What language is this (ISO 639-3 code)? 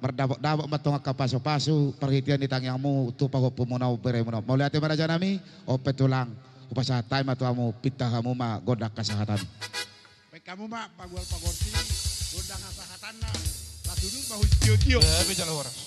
bbc